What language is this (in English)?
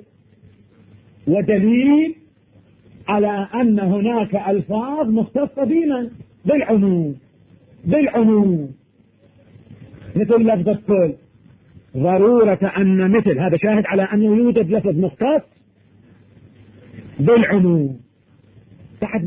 Arabic